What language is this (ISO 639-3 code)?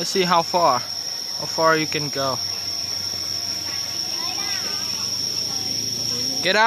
srp